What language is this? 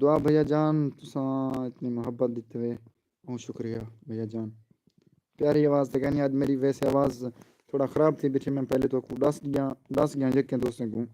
Saraiki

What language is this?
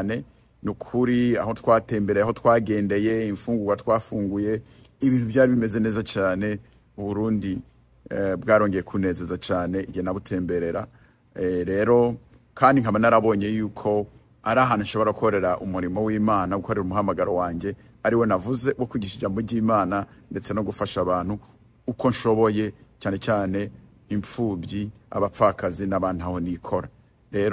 Rundi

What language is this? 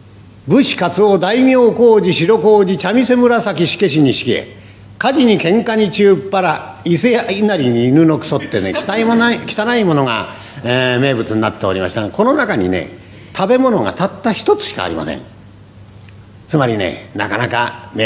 Japanese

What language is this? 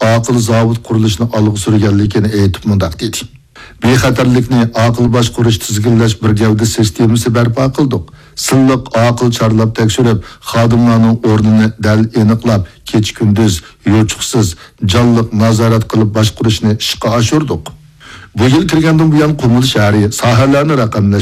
Uyghur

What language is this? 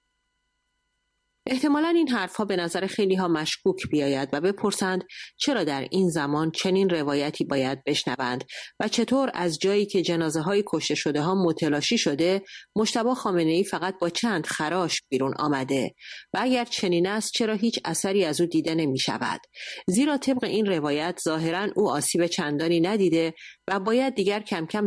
Persian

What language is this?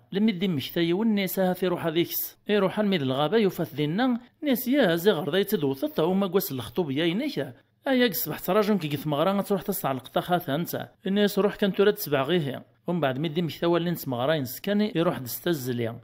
Kabyle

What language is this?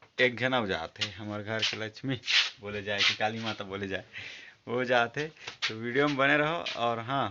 Chhattisgarhi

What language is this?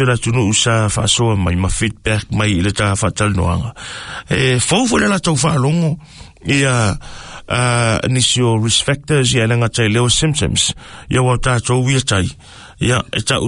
Samoan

